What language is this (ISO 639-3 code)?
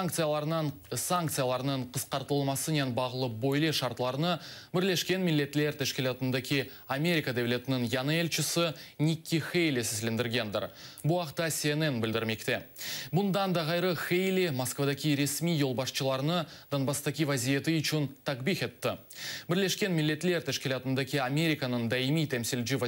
crh